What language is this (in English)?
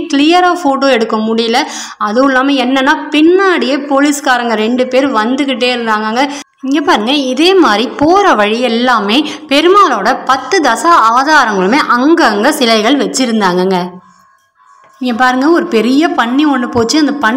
Tamil